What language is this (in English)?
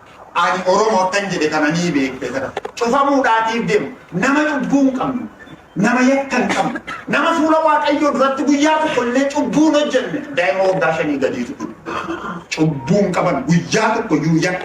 Oromo